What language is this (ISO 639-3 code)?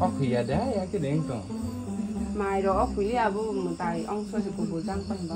trp